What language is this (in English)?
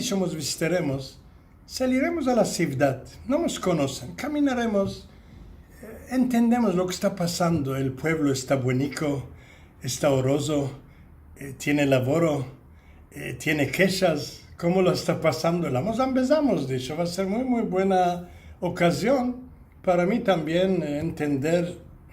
Ladino